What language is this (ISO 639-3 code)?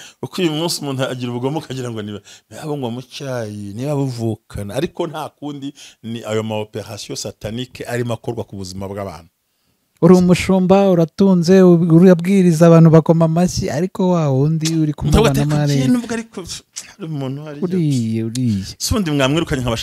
kin